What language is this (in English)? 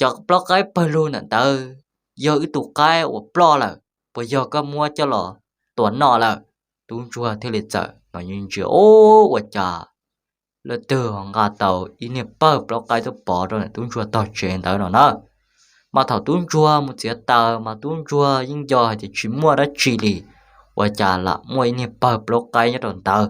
Hmong